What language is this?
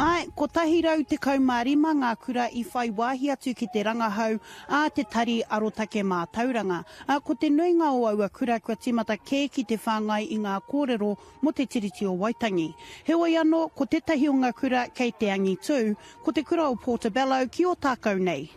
Māori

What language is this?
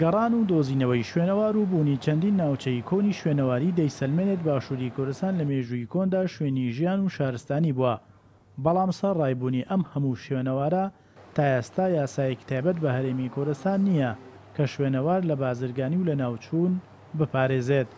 Central Kurdish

